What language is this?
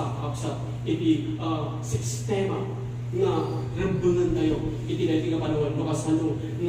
Iloko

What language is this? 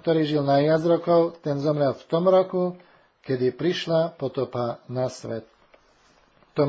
Slovak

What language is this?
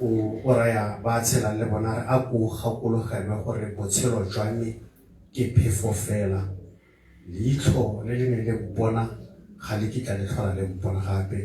Tswana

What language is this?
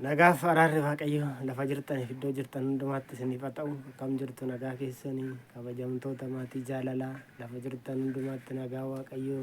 Oromo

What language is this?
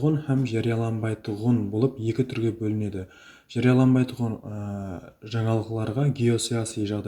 Kara-Kalpak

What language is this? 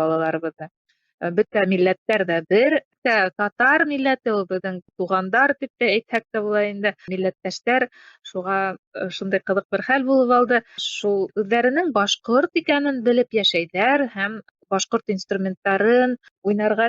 Bashkir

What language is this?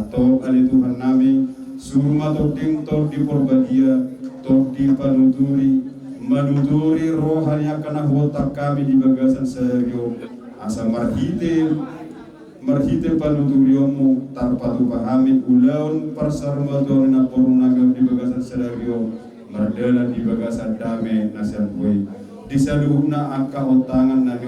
Batak Toba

